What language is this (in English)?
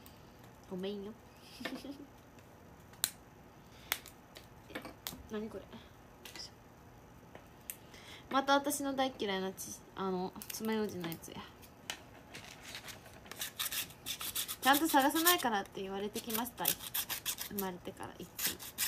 Japanese